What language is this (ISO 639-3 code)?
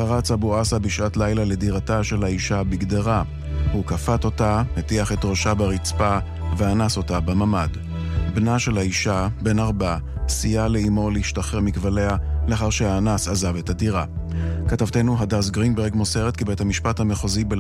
heb